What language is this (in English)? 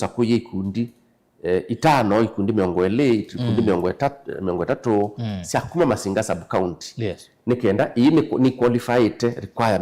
Kamba